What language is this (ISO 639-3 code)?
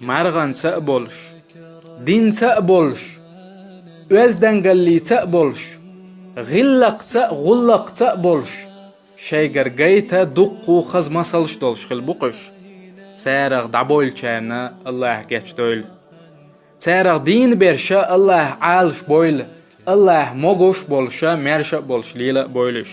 che